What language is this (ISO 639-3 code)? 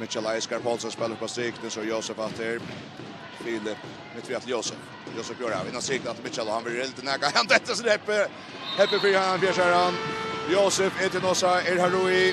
fao